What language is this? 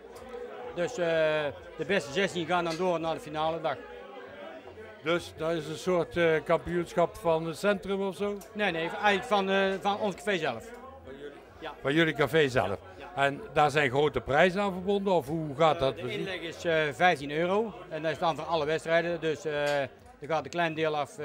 Dutch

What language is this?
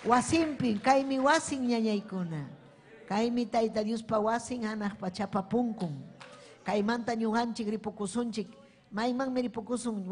Ayacucho Quechua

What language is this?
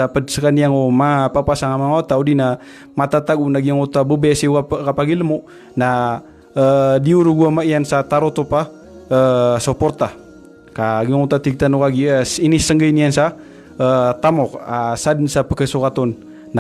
Maranao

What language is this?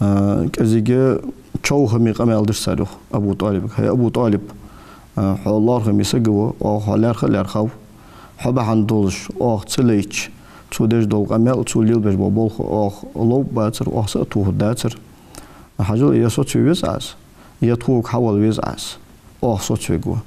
Ingush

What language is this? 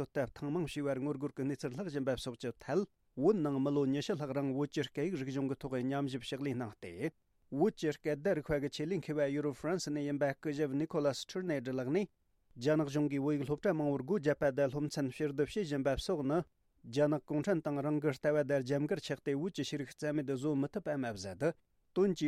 Tibetan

